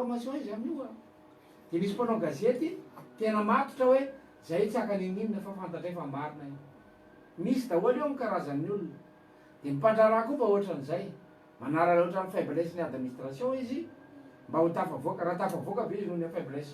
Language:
Malagasy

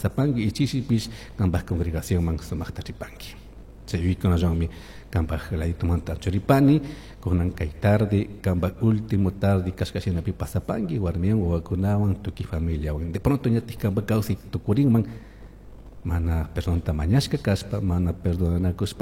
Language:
Chimborazo Highland Quichua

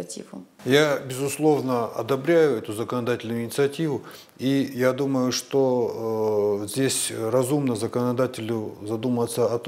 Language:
Russian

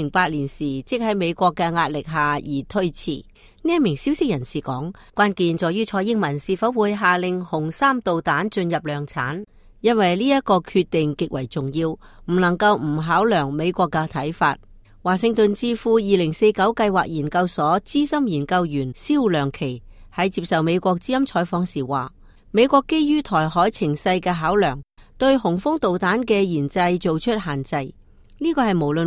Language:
Cantonese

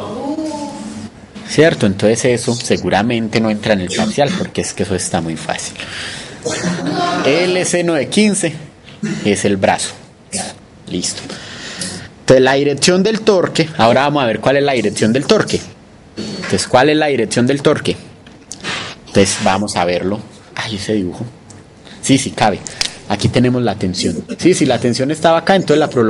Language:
Spanish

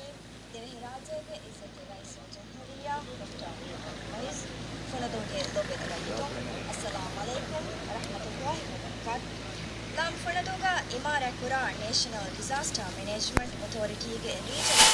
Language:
Divehi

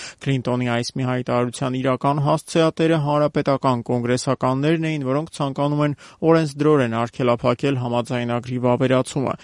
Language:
Armenian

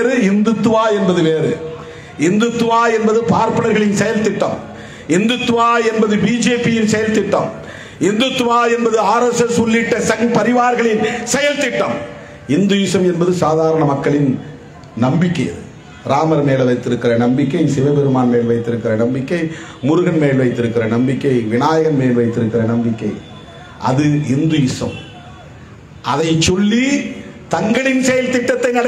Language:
Tamil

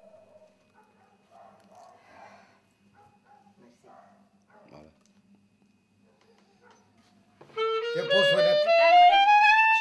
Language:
Bulgarian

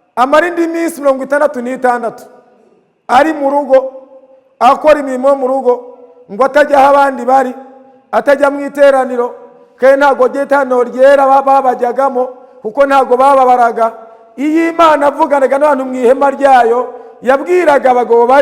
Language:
Kinyarwanda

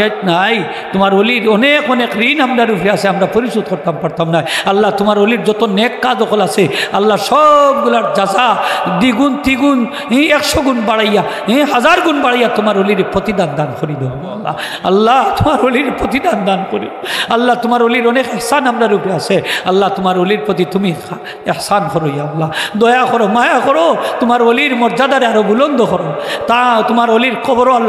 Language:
Sylheti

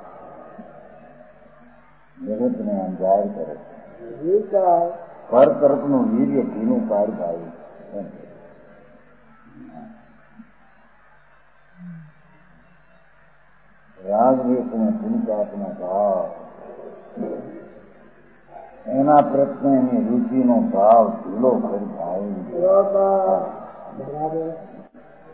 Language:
Gujarati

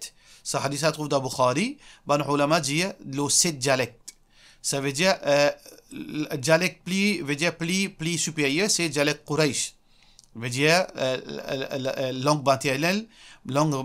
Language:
Morisyen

